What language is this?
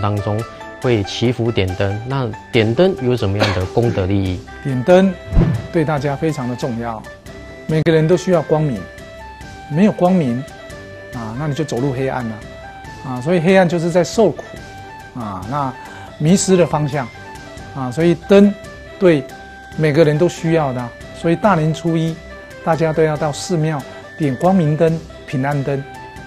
Chinese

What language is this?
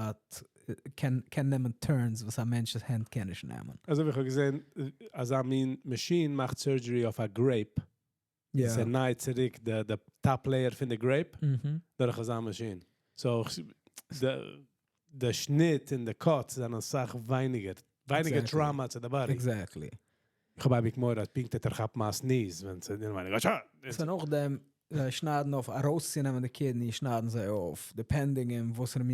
Yiddish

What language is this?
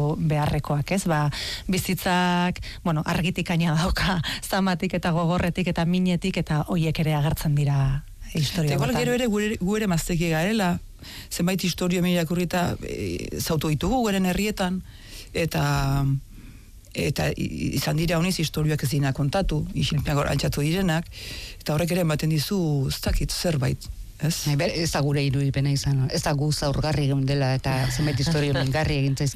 Basque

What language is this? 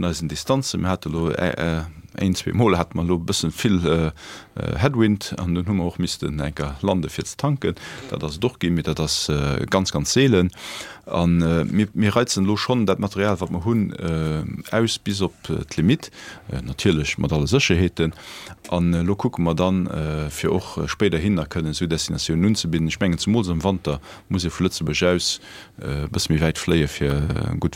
Luxembourgish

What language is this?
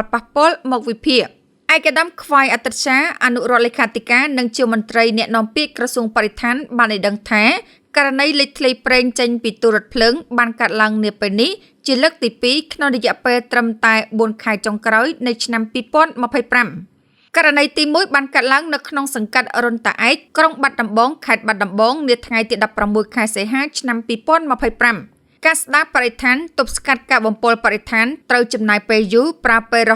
Khmer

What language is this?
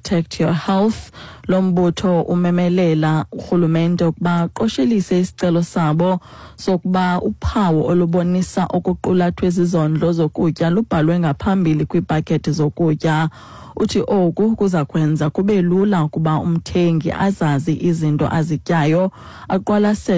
Xhosa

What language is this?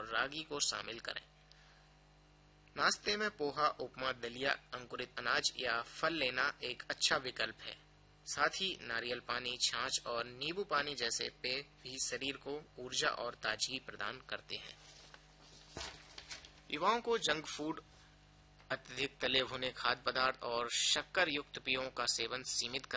Hindi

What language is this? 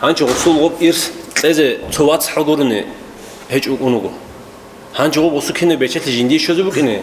Avaric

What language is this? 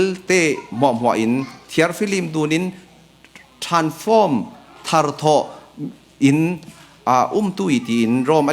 Falam Chin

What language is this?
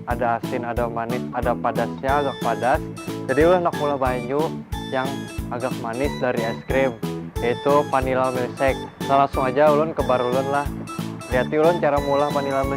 Banjar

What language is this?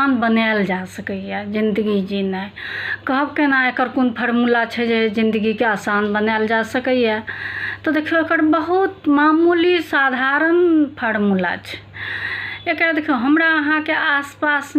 Maithili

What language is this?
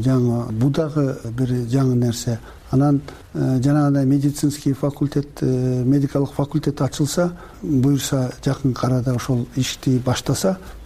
Kyrgyz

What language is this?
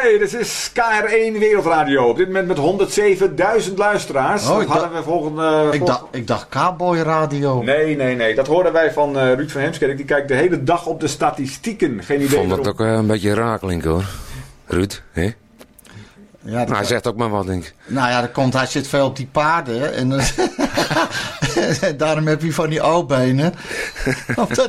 Dutch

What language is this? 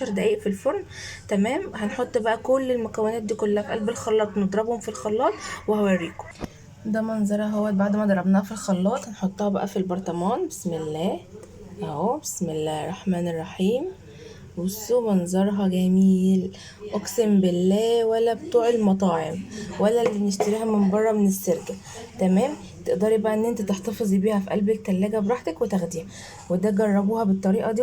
Egyptian Arabic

